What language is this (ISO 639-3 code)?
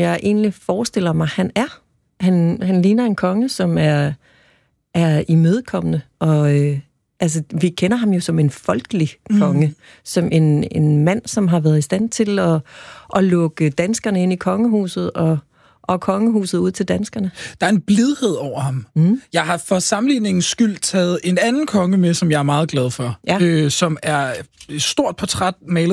dan